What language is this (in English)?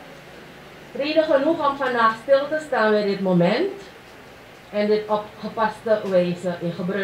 Dutch